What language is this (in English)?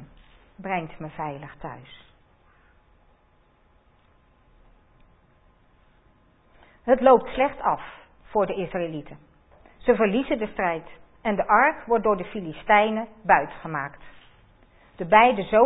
Dutch